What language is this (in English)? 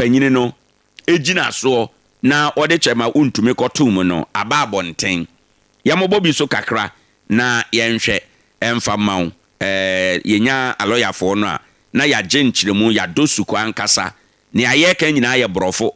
Akan